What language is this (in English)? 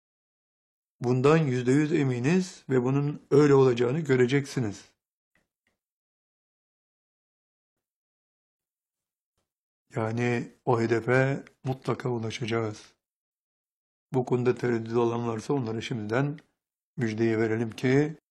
Turkish